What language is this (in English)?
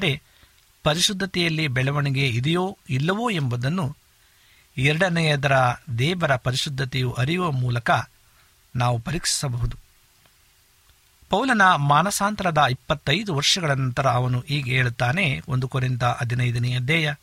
Kannada